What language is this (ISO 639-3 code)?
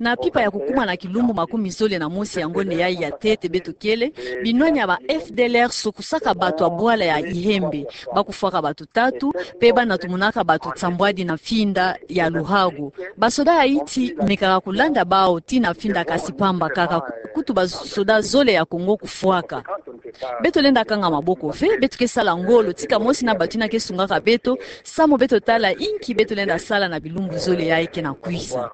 ktu